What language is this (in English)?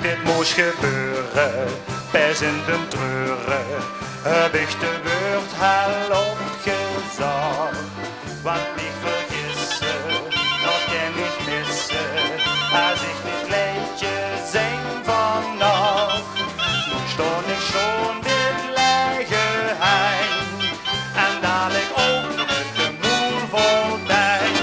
Limburgish